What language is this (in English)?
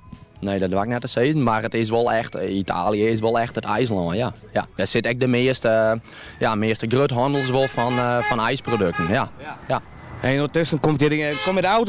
Western Frisian